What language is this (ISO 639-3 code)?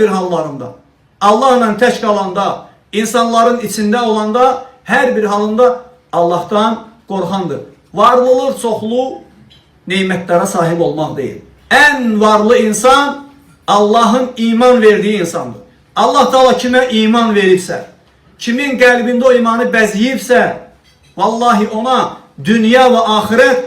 aze